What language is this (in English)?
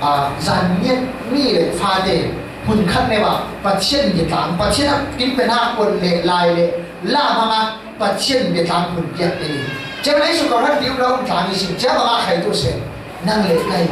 Falam Chin